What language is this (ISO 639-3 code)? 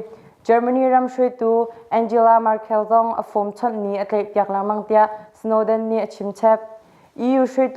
cnh